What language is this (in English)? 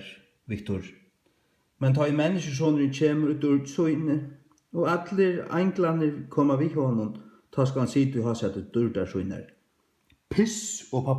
Faroese